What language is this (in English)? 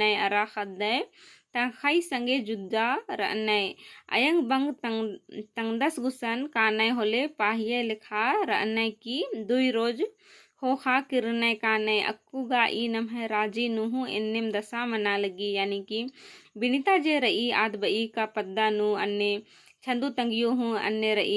Kurukh